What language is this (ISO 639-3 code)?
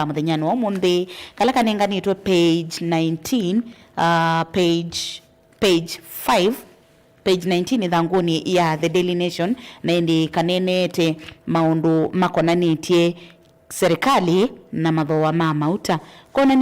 kam